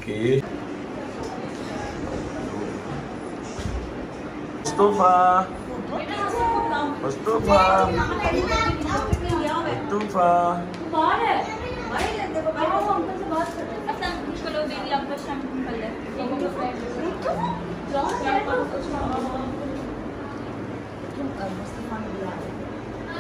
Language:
Hindi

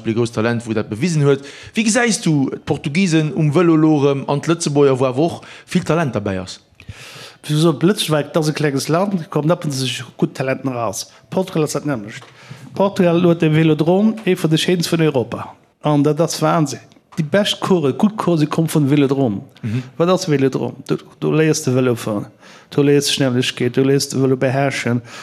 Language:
Luxembourgish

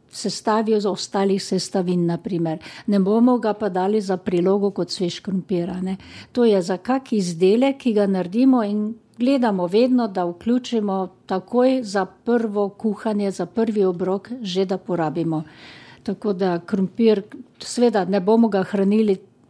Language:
Slovenian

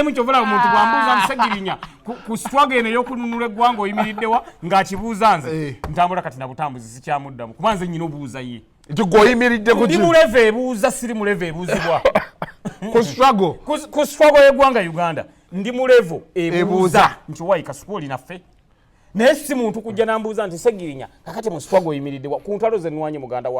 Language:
Ganda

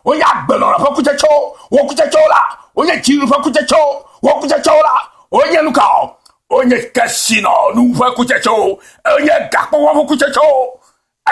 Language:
Ewe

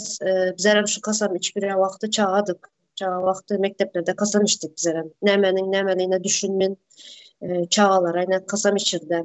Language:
Turkmen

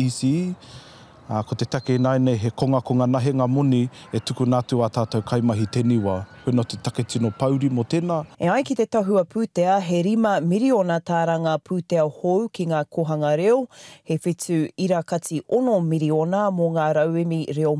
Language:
Māori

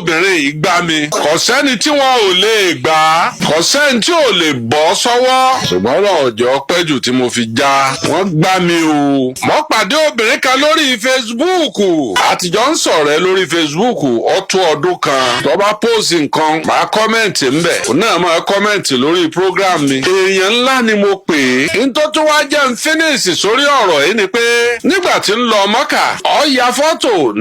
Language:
Yoruba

